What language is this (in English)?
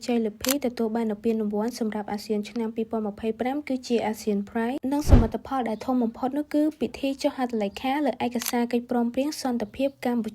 Khmer